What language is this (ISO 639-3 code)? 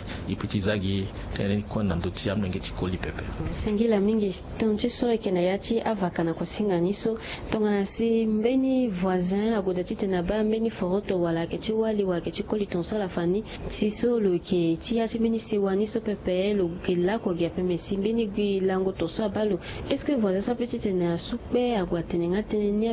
sag